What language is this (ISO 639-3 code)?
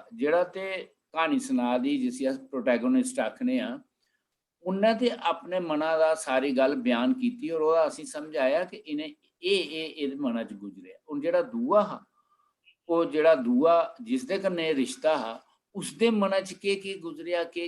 doi